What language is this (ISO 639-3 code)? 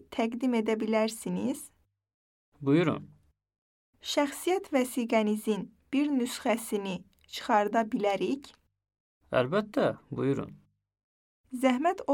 aze